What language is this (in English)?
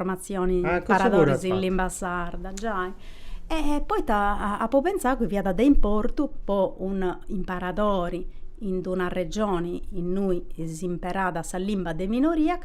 Sardinian